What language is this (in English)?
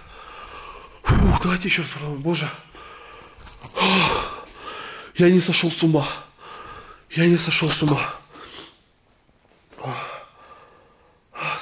Russian